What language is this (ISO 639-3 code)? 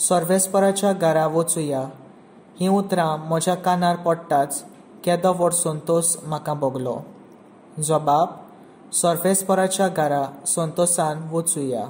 kok